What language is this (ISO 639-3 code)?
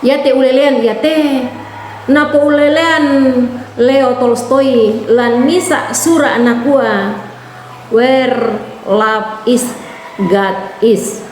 sda